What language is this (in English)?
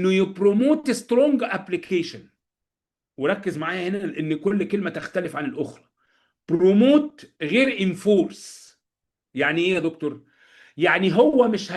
Egyptian Arabic